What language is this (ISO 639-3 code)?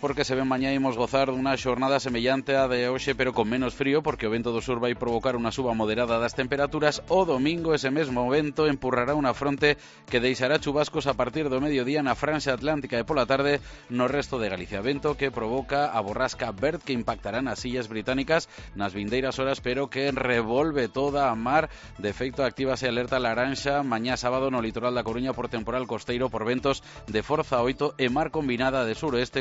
glg